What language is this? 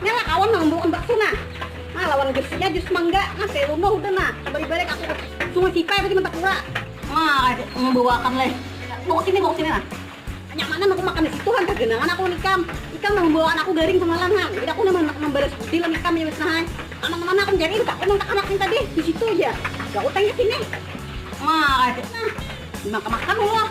Banjar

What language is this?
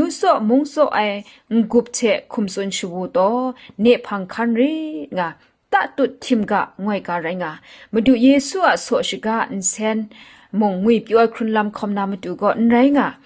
Kachin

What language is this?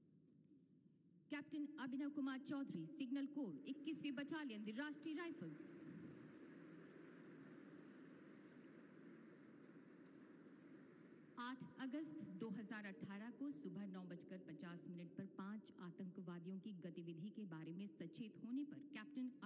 Hindi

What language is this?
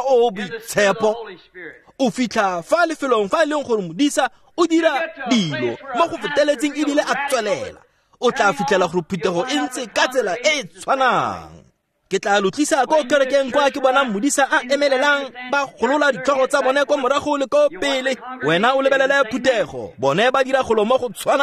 Tswana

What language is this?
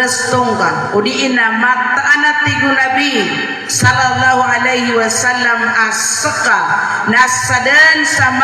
Maranao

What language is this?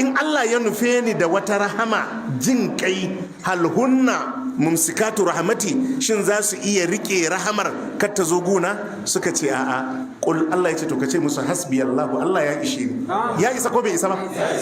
Hausa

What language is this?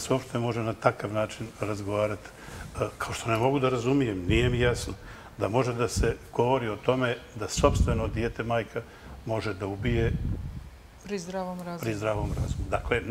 Bosnian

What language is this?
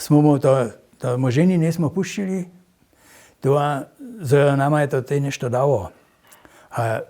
Upper Sorbian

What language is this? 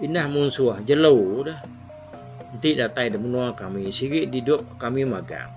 Iban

